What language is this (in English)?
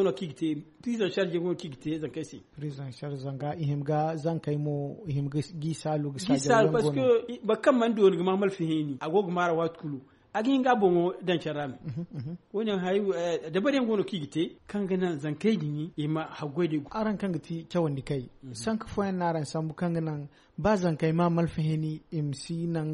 Zarma